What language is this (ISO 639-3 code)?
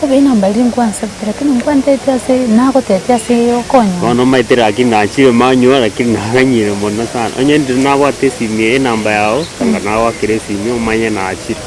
guz